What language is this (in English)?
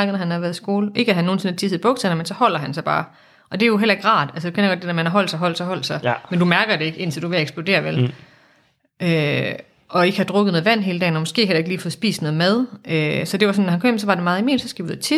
Danish